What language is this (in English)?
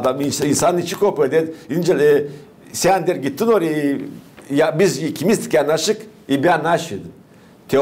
Gagauz